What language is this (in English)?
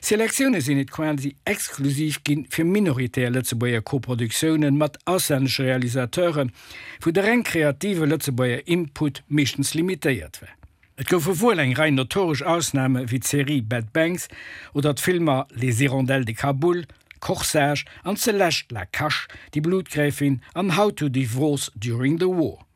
Luxembourgish